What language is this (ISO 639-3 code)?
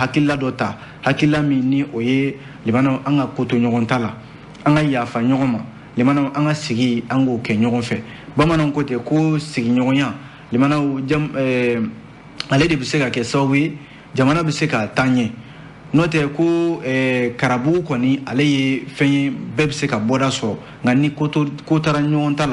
bam